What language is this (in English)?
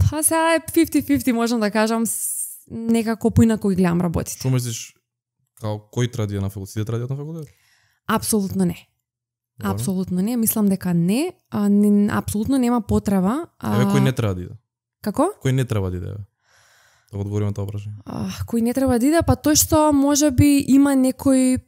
Macedonian